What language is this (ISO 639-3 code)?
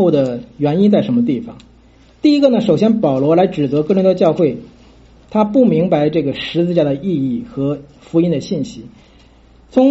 zho